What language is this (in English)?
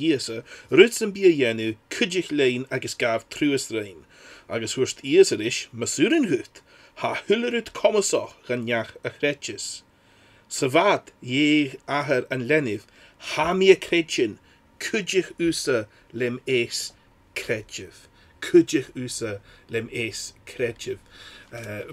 Scottish Gaelic